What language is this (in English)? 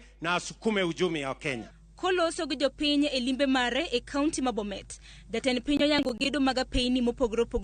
Luo (Kenya and Tanzania)